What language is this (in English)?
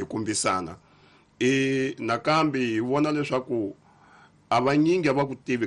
Tsonga